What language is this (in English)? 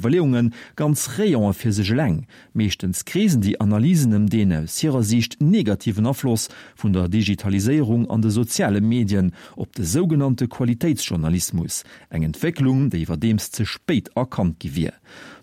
Luxembourgish